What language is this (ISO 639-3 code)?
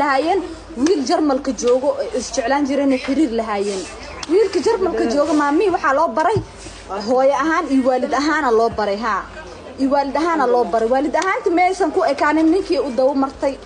som